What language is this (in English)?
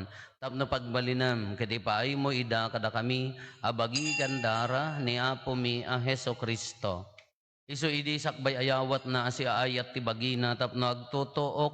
Iloko